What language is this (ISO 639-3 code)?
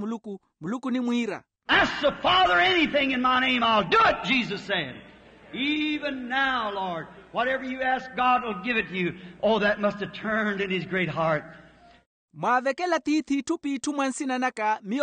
vmw